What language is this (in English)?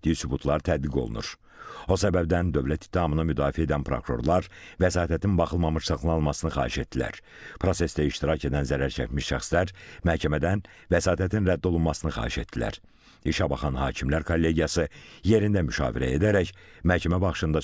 Azerbaijani